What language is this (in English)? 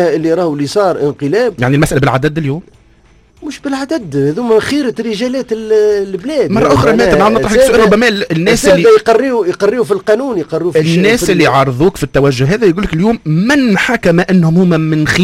Tunisian Arabic